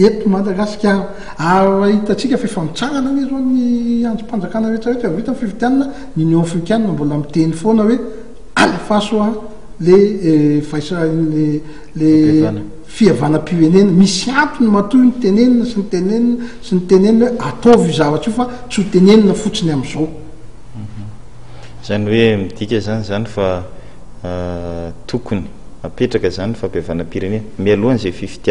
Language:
Malagasy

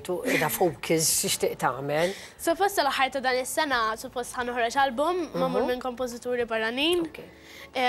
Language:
Maltese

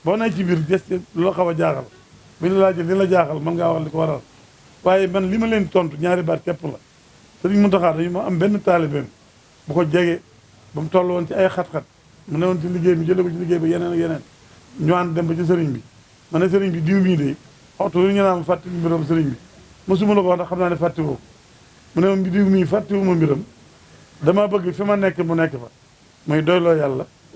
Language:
Wolof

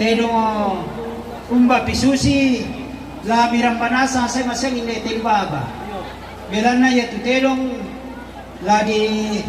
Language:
Toraja-Sa'dan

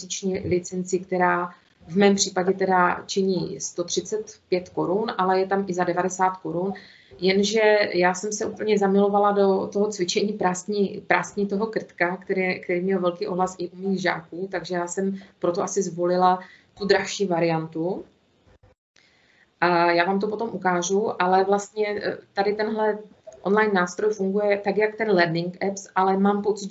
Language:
Czech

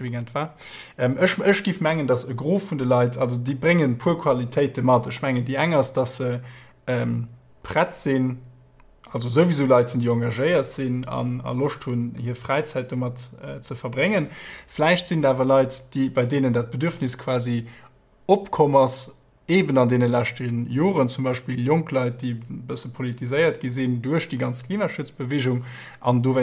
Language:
Luxembourgish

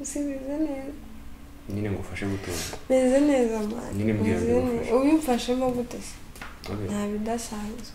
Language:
Kinyarwanda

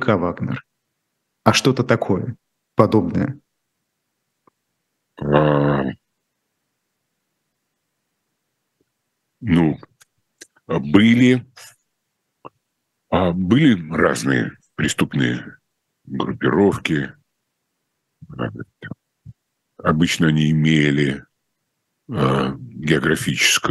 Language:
Russian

